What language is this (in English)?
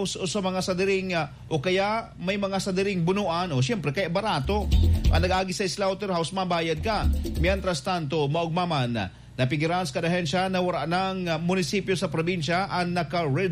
Bikol